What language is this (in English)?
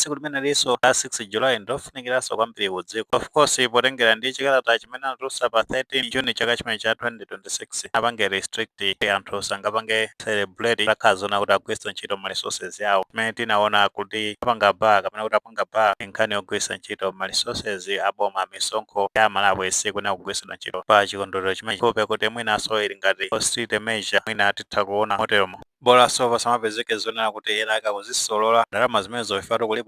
Nyanja